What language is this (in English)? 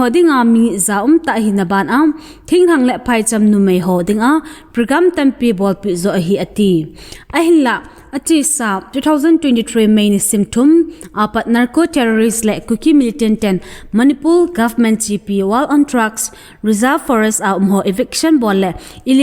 Thado Chin